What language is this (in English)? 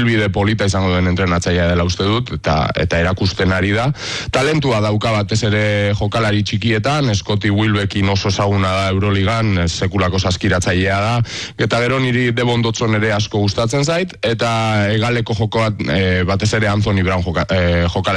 Basque